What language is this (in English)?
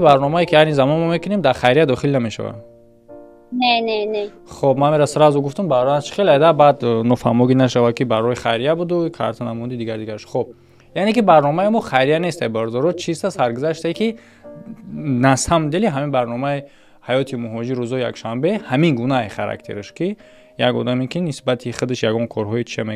Tajik